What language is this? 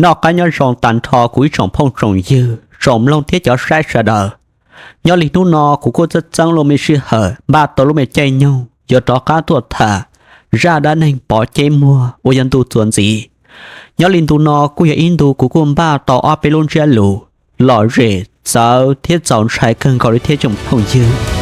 Hmong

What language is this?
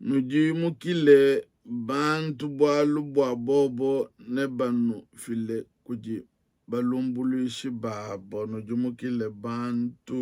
Luba-Lulua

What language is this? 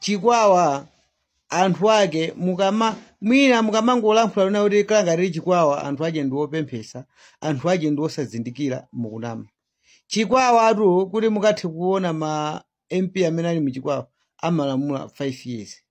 Nyanja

